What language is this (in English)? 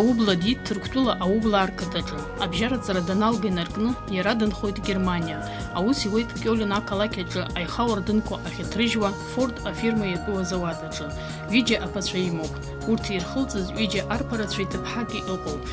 Abkhazian